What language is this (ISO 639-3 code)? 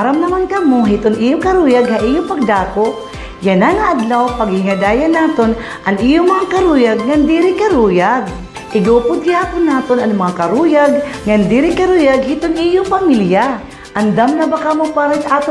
war